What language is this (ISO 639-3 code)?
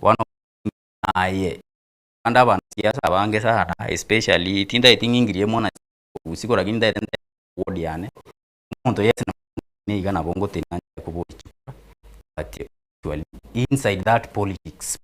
guz